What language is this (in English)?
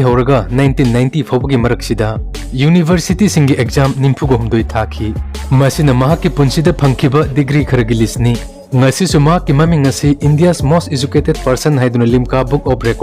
Manipuri